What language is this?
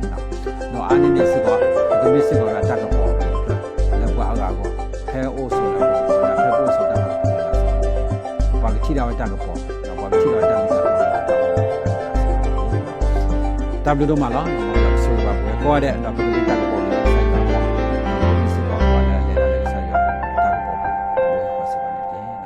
S'gaw Karen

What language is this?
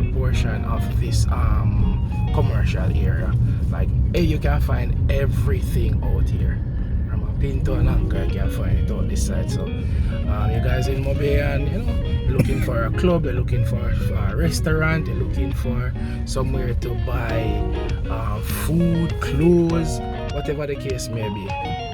Jamaican Creole English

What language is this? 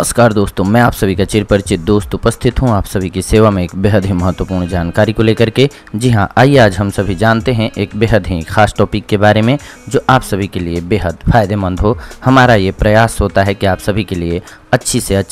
Hindi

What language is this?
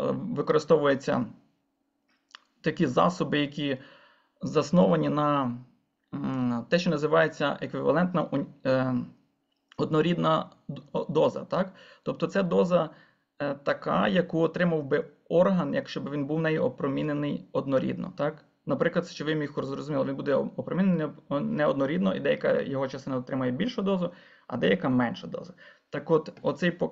Ukrainian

